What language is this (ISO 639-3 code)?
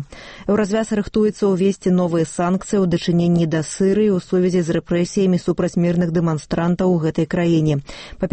bel